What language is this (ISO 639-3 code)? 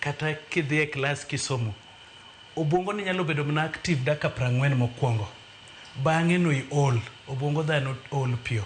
luo